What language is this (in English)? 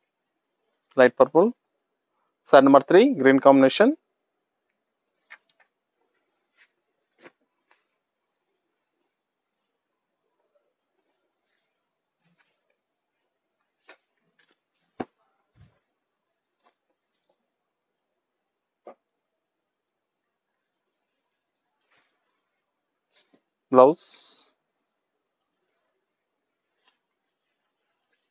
Telugu